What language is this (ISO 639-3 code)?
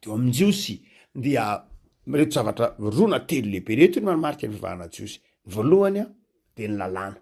mlg